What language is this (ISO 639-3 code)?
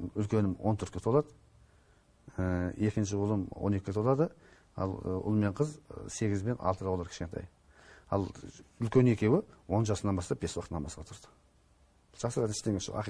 kaz